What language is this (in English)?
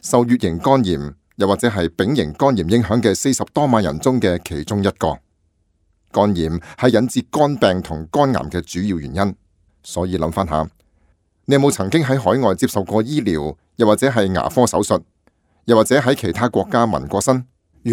Cantonese